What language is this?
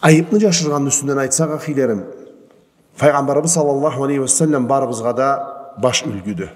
Karachay-Balkar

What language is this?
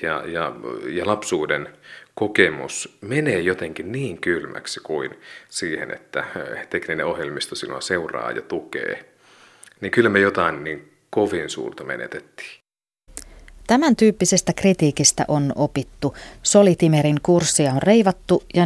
Finnish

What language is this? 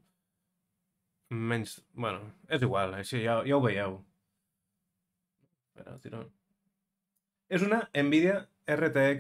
Catalan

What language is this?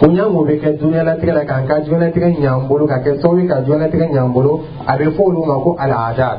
Dyula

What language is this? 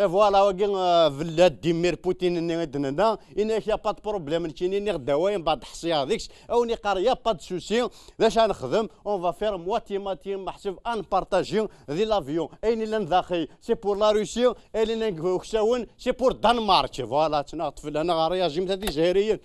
Kabyle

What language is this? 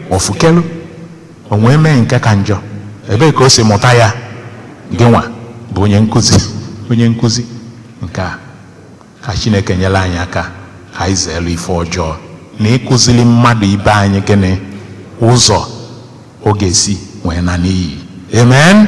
Igbo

